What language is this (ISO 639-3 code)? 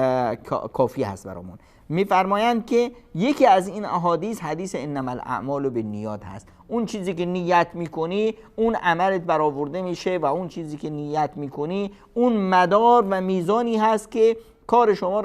fas